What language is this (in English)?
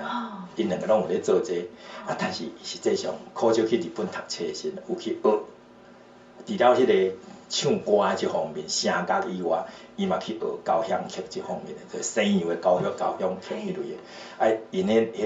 Min Nan Chinese